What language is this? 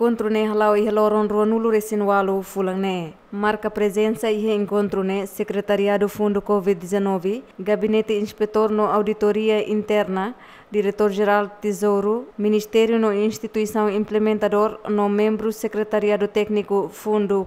Tetum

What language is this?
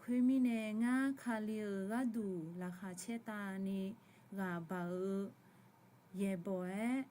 Akha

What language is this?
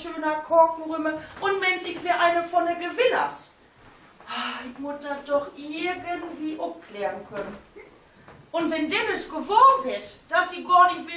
Low German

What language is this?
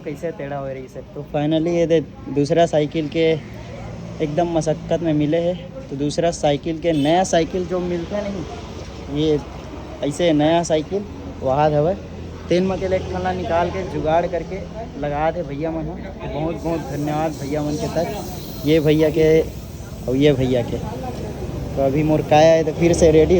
Chhattisgarhi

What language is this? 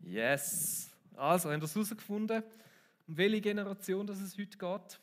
Swiss German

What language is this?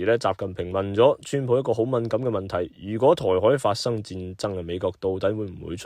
Cantonese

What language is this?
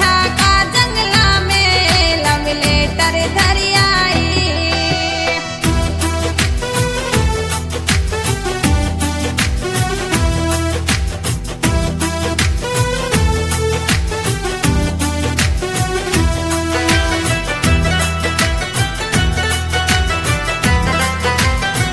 Bhojpuri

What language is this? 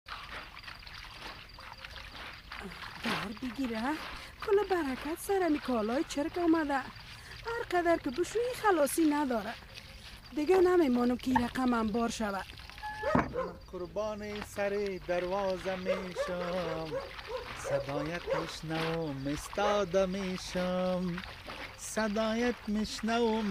Persian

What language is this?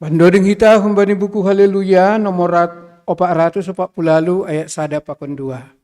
Batak Simalungun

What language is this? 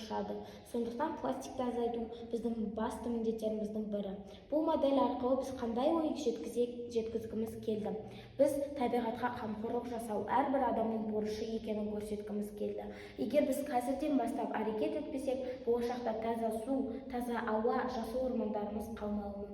Kazakh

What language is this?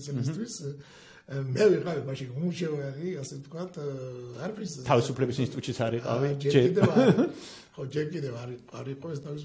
Georgian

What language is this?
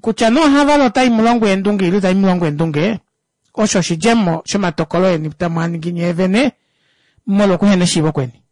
Kuanyama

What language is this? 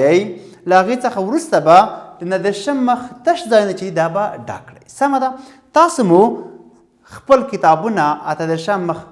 Pashto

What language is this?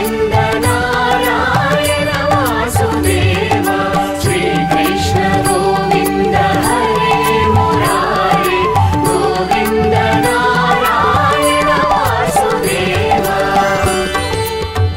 Telugu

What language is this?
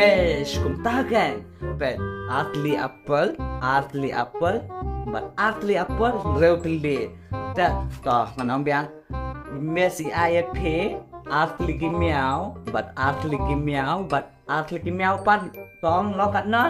Khasi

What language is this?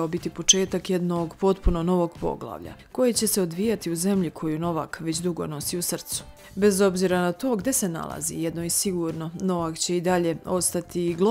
Serbian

